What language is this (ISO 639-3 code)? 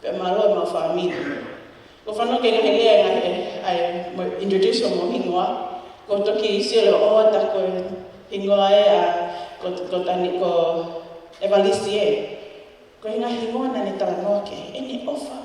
ton